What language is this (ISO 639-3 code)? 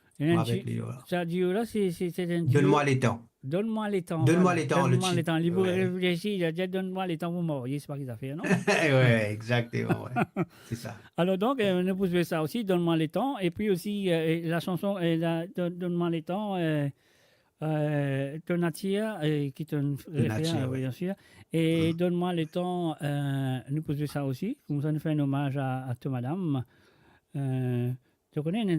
mfe